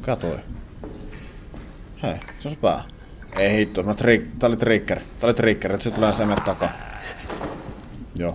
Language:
Finnish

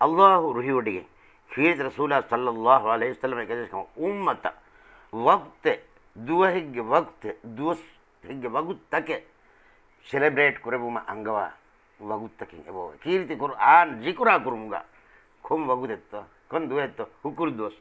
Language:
Divehi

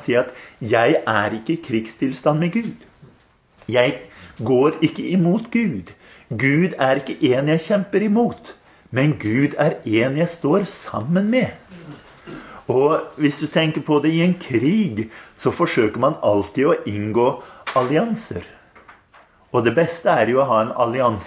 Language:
Norwegian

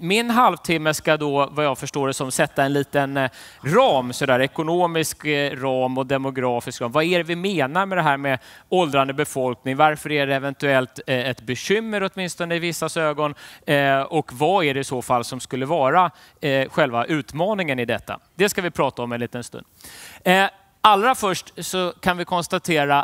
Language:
Swedish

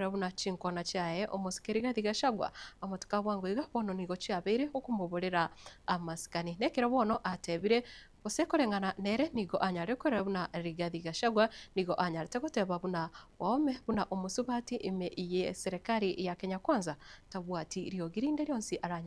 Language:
Gusii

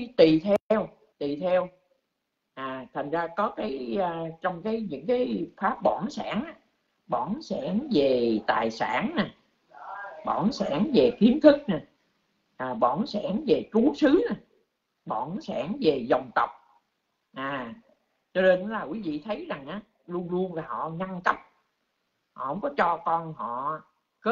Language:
Vietnamese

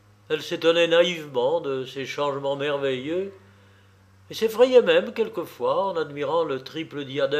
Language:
French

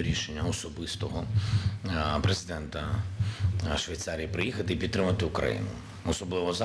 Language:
Ukrainian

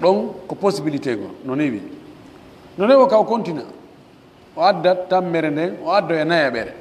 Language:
Pular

